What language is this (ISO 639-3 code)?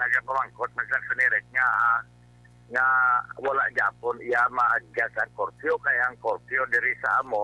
hil